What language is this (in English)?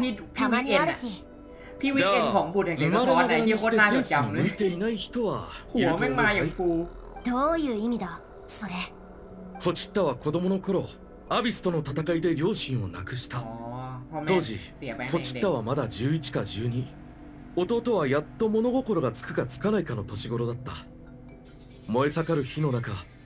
Thai